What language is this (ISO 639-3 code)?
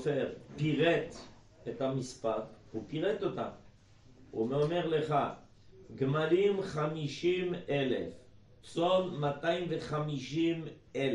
heb